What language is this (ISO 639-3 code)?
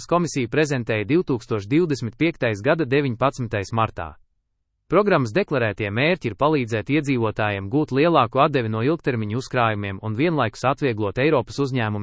lav